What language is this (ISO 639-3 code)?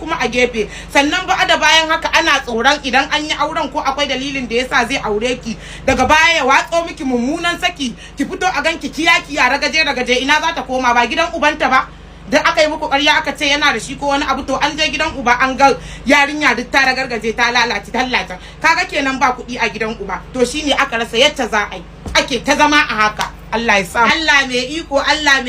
hau